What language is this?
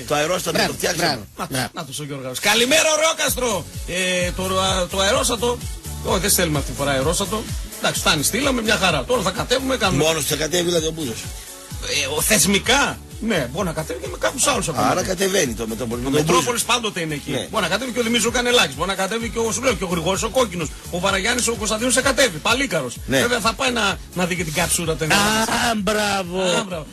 Greek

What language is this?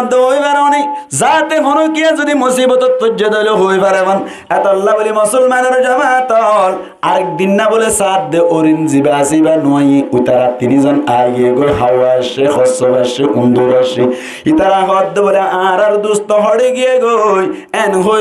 Rohingya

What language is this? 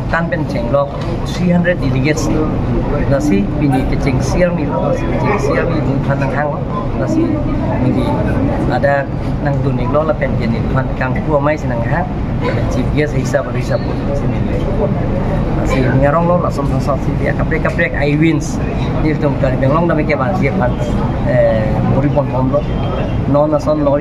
Karbi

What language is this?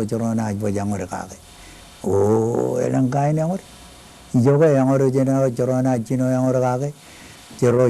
Marshallese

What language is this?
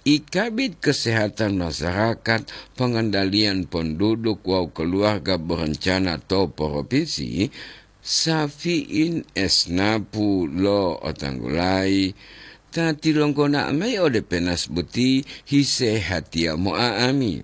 Gorontalo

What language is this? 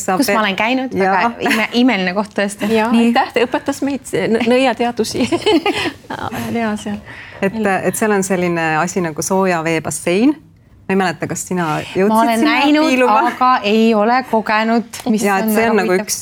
Estonian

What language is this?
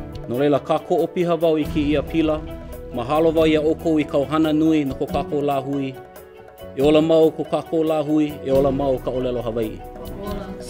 Hawaiian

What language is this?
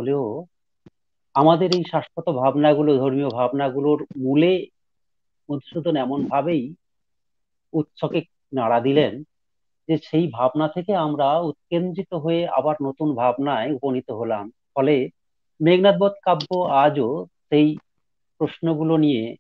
Bangla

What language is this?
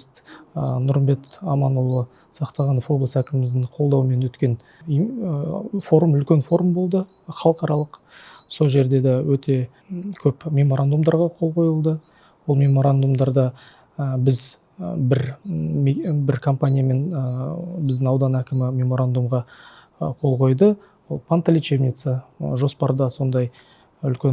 Kazakh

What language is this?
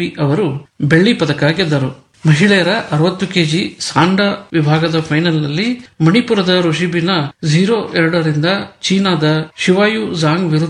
Kannada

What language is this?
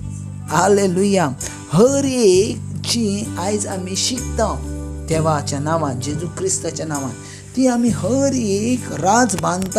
Konkani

